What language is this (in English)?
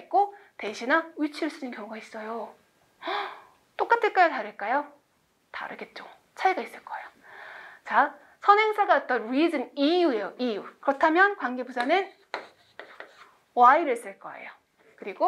Korean